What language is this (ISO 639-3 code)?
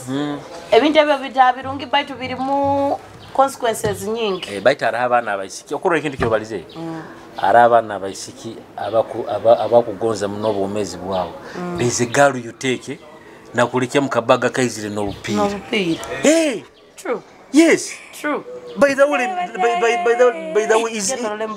nyo